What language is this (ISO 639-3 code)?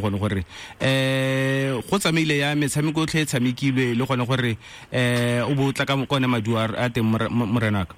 tsn